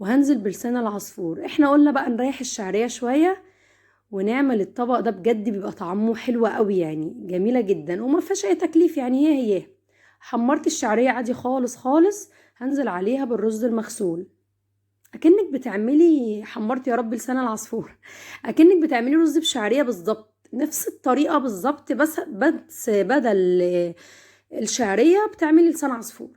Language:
Egyptian Arabic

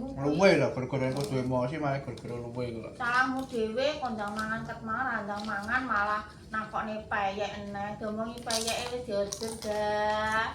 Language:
Javanese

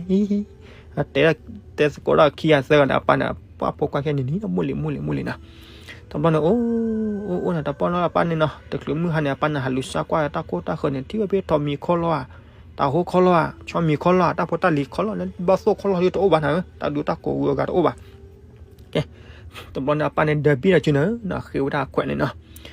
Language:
S'gaw Karen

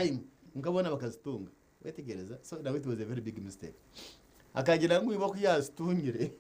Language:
Nyankole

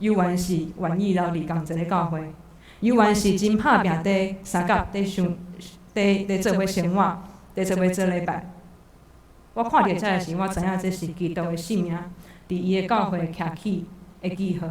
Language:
Min Nan Chinese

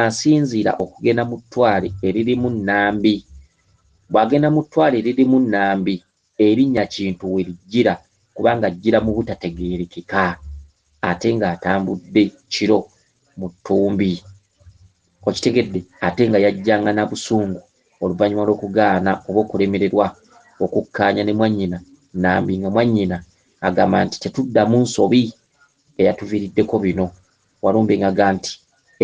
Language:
Ganda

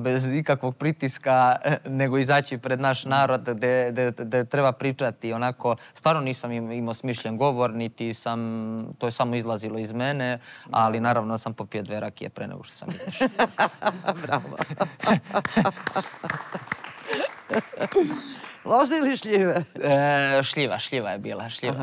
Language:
Serbian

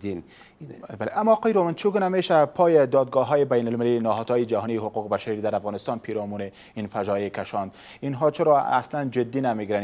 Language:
Persian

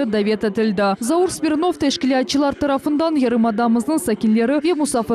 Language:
Crimean Tatar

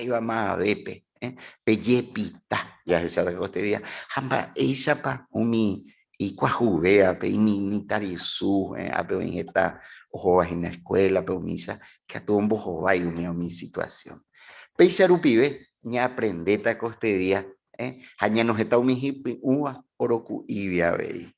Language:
Guarani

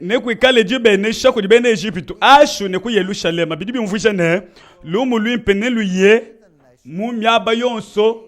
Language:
Luba-Lulua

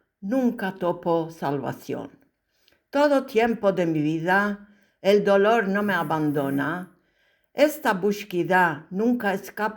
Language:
Ladino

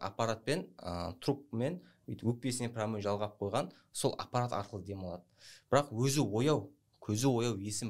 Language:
Kazakh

